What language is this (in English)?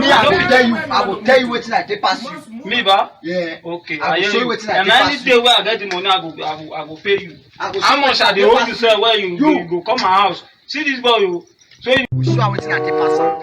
Nigerian Pidgin